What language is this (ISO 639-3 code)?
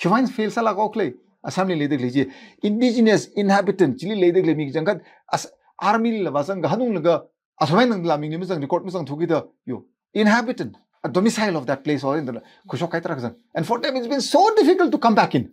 nmf